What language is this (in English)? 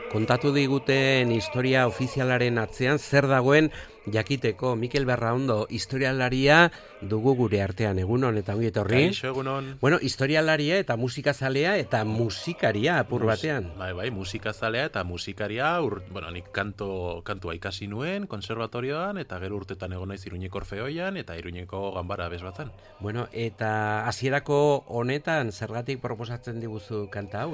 Basque